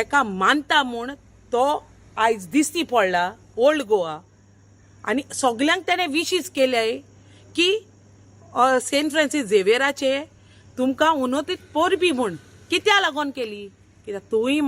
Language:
Konkani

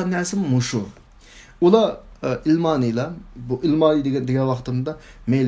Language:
Uyghur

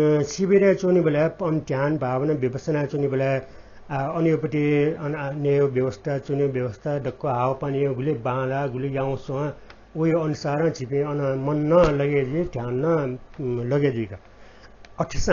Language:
Newari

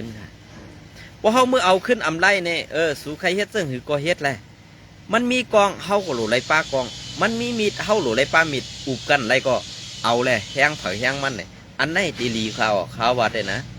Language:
Shan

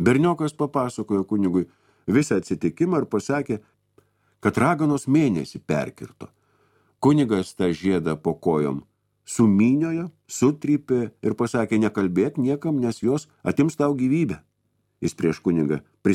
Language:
Lithuanian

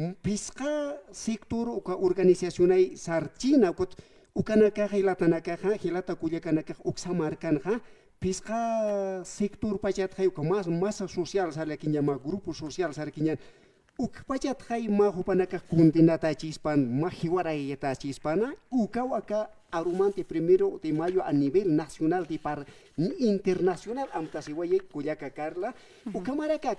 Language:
Aymara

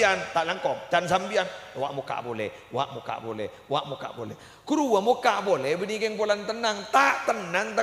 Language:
Madurese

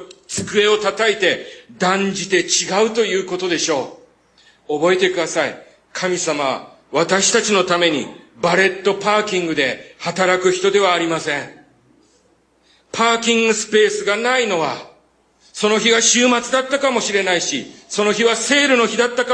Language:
Japanese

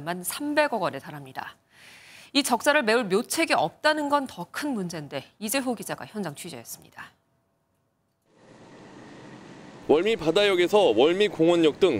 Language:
Korean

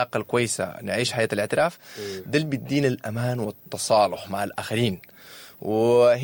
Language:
Sudanese Arabic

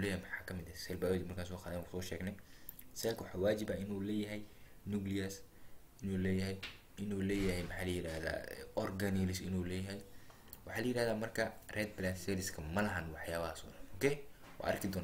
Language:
Somali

